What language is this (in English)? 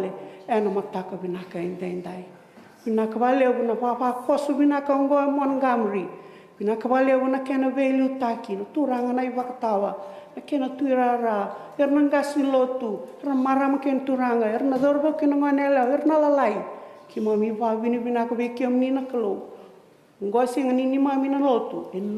Fijian